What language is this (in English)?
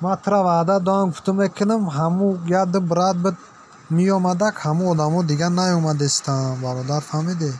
Tajik